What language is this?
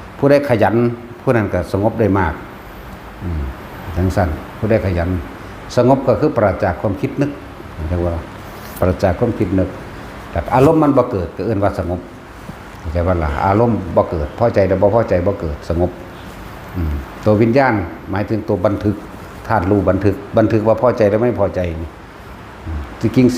Northeastern Thai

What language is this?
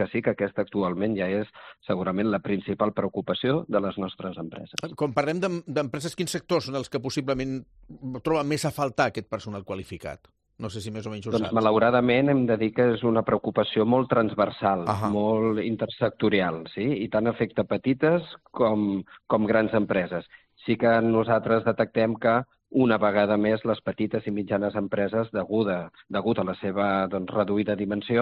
Catalan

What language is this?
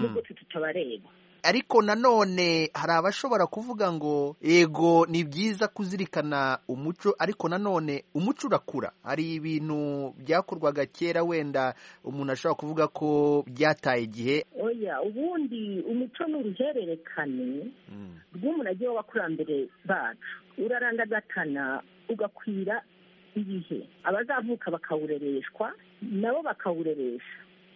Kinyarwanda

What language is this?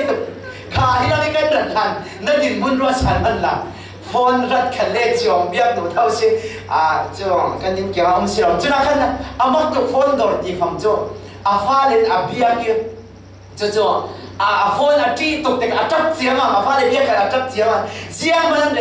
Falam Chin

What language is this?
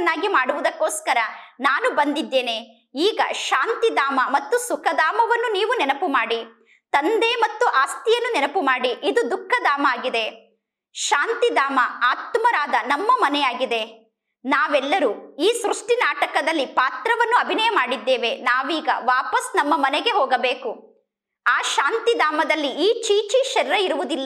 Kannada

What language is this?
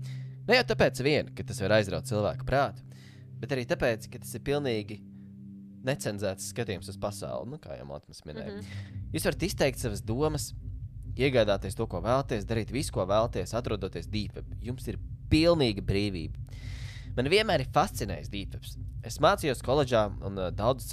Latvian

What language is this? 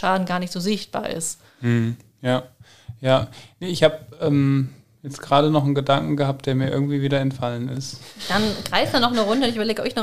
German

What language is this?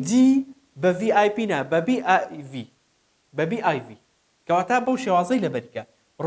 Central Kurdish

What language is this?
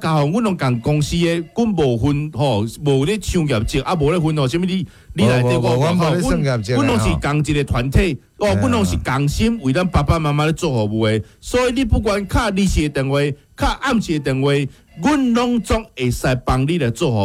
Min Nan Chinese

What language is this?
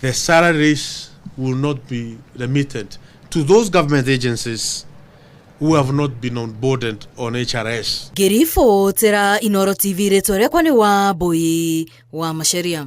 Kikuyu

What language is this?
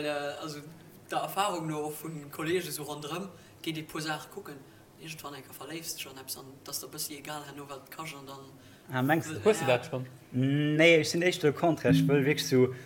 Luxembourgish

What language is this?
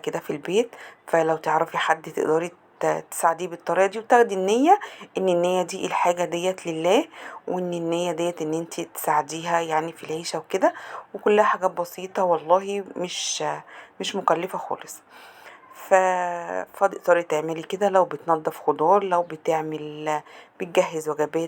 Egyptian Arabic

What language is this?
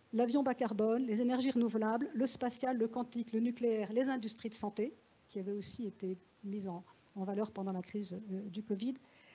French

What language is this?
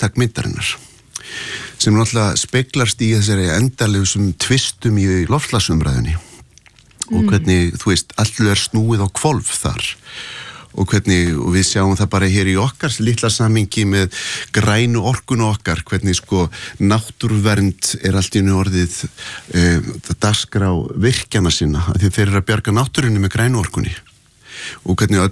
Icelandic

